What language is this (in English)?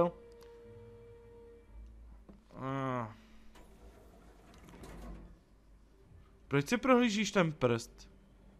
Czech